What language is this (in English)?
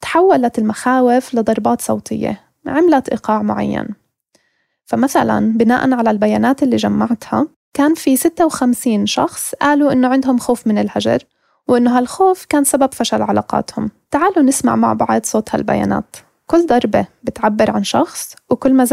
North Levantine Arabic